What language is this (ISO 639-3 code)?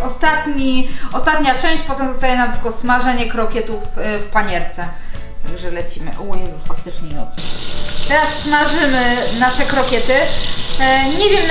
pol